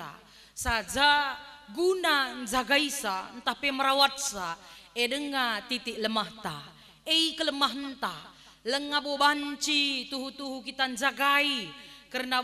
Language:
Batak Karo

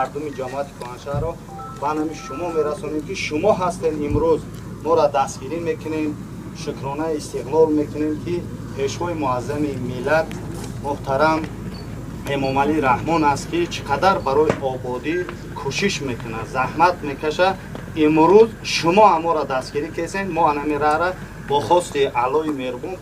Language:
Tajik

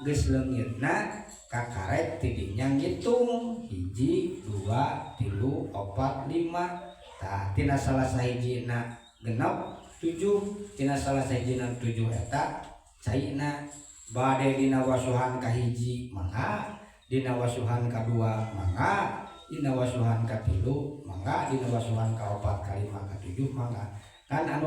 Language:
Sundanese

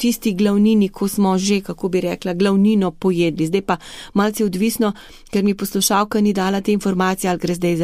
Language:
Slovenian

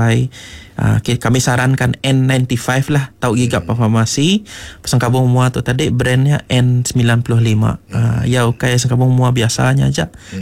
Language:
Iban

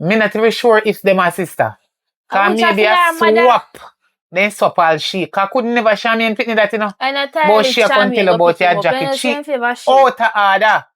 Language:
Jamaican Creole English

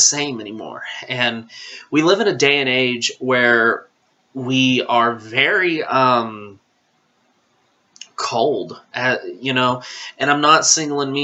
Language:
English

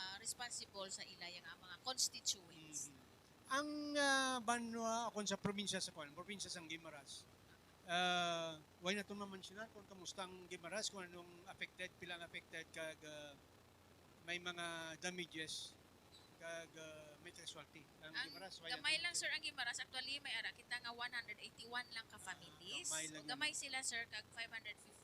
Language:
Hiligaynon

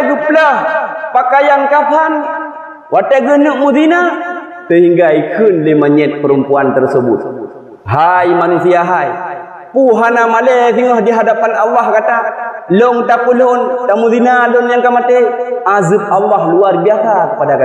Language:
Achinese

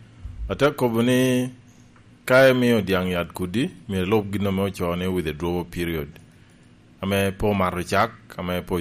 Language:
Lango (Uganda)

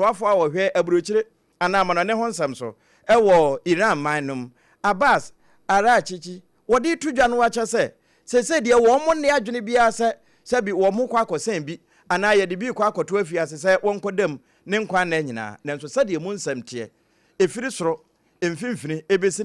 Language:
Akan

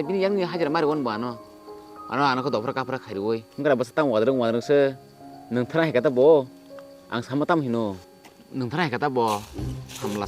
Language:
Kok Borok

